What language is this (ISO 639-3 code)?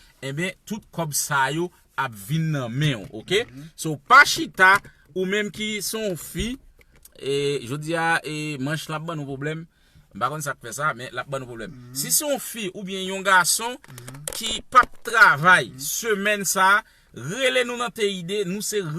hat